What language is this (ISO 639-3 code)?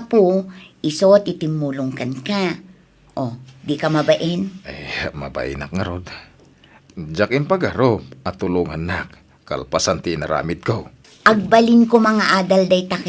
ilo